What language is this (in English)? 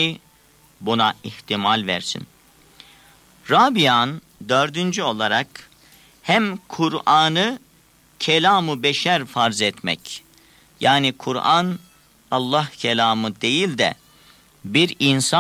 Turkish